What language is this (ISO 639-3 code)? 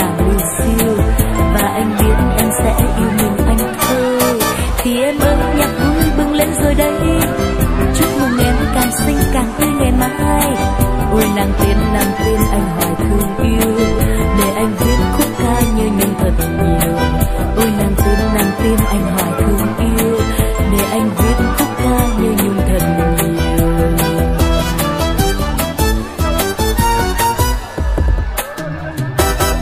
vie